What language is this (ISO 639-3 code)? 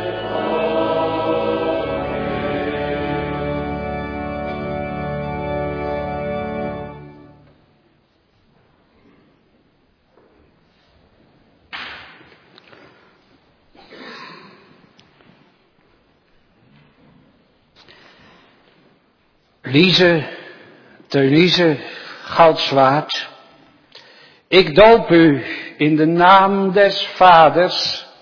nld